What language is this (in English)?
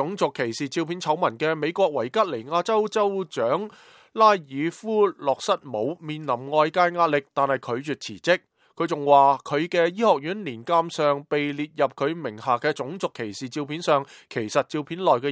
Cantonese